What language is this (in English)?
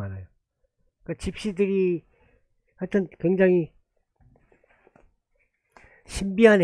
Korean